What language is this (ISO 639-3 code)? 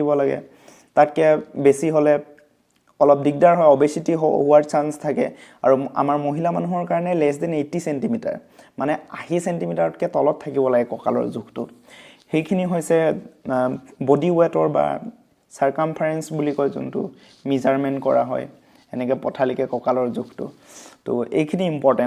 asm